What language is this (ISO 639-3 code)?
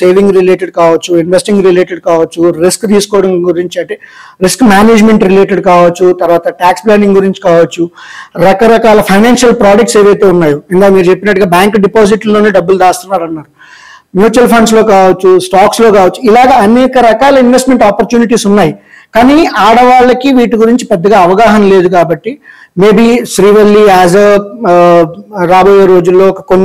tel